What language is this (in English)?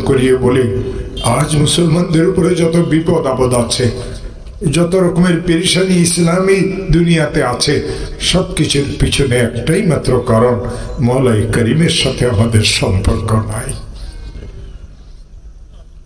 Bangla